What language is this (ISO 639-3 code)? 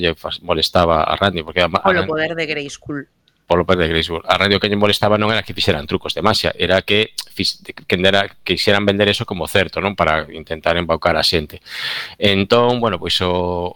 glg